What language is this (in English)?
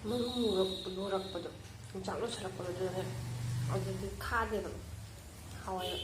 Manipuri